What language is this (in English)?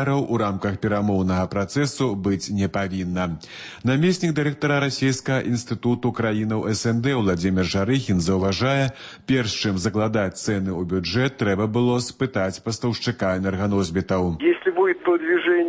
Belarusian